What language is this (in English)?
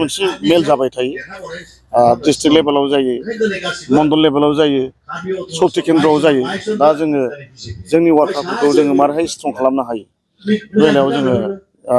Bodo